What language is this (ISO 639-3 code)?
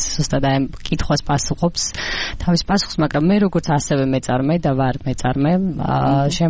kat